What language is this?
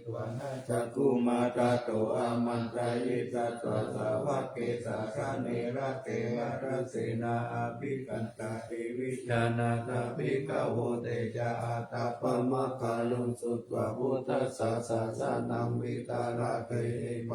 Pali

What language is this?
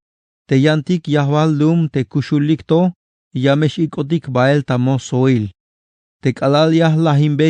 Tzeltal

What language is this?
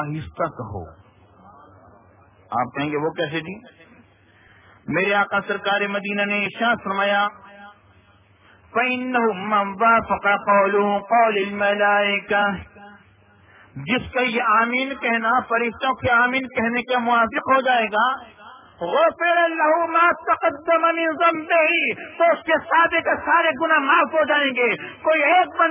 Urdu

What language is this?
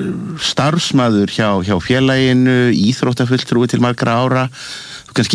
Icelandic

